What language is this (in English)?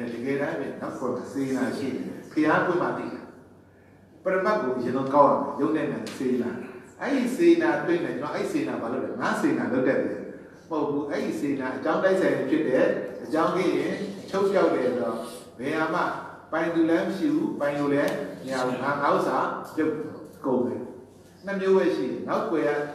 Burmese